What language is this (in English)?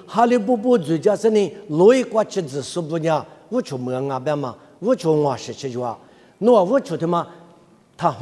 Lisu